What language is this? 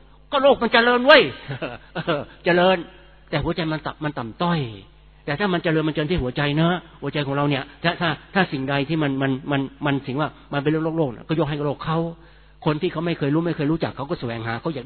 Thai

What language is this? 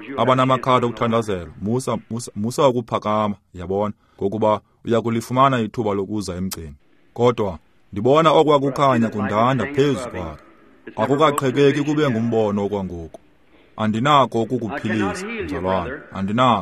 Xhosa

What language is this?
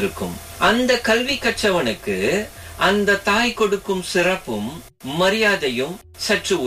Tamil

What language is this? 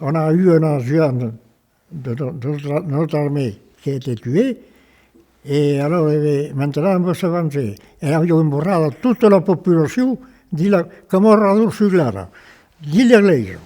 Occitan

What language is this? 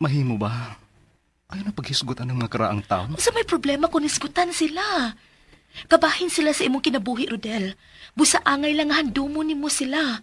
Cebuano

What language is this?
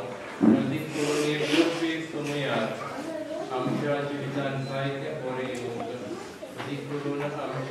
Konkani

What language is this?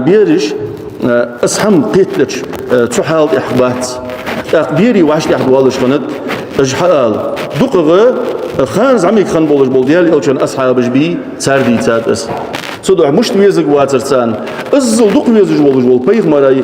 Ingush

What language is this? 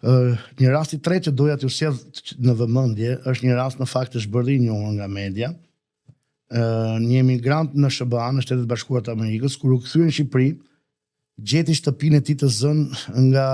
Albanian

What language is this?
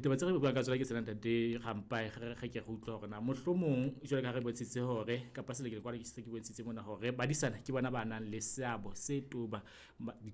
Southern Sotho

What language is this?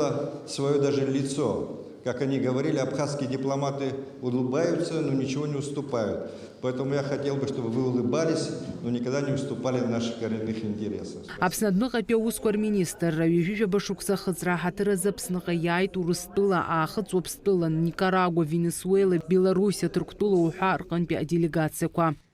Abkhazian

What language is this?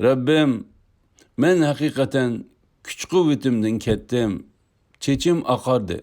Uyghur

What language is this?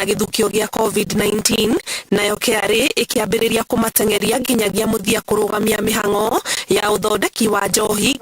Kikuyu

